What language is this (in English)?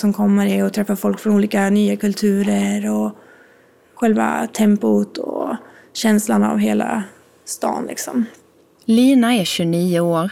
Swedish